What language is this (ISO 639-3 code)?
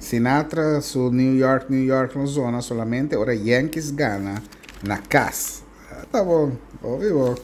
pap